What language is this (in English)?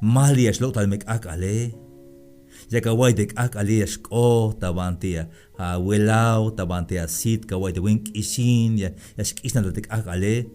Tzeltal